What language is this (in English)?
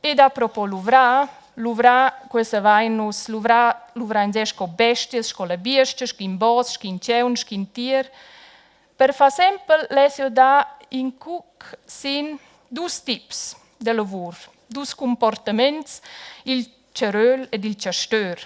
Romansh